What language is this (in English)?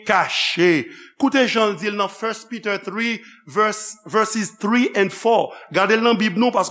Haitian Creole